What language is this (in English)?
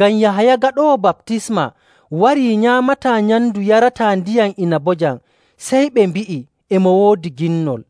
Nigerian Fulfulde